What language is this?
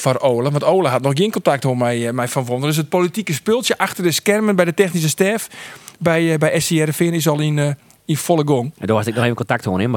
Western Frisian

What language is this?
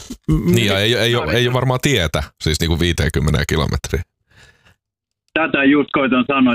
Finnish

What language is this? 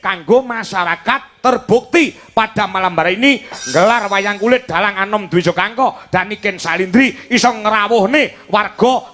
Javanese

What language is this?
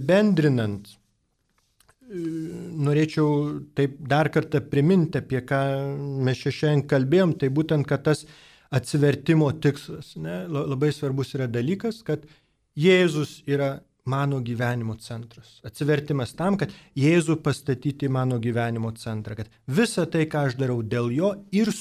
Lithuanian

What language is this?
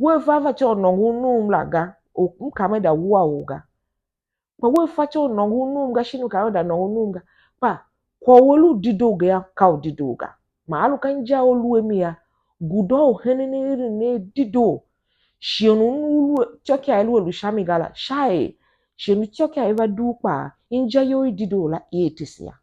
Tiv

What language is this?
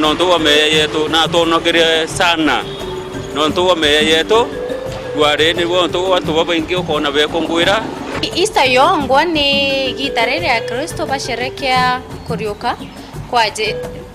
Meru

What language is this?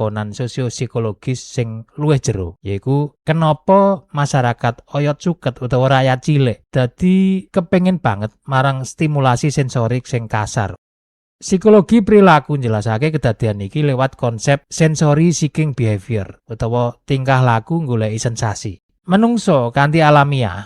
Javanese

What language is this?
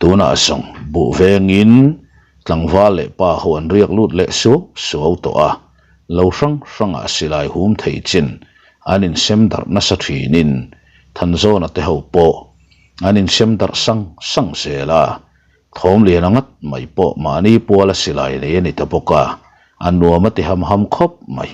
Mizo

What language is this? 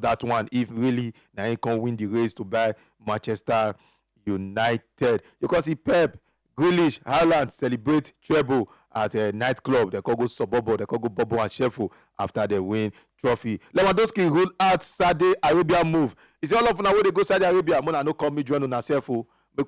Nigerian Pidgin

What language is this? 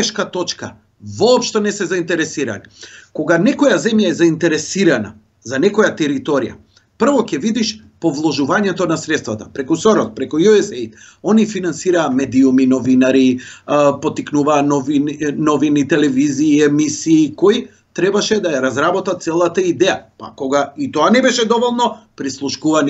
Macedonian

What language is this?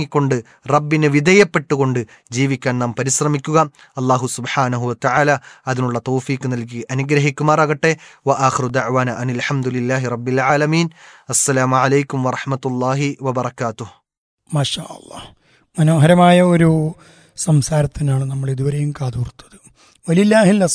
Malayalam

